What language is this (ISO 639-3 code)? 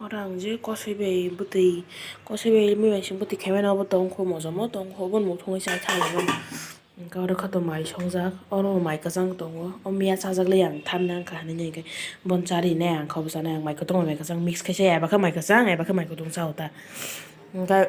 trp